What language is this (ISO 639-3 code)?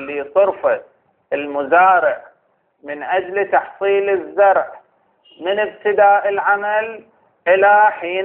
ara